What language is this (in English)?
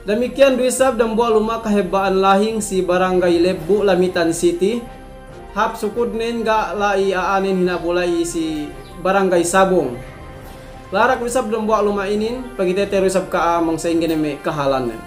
Yakan